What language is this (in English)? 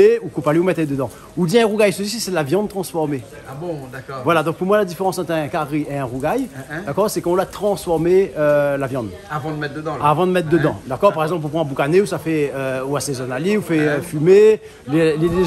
Réunion Creole French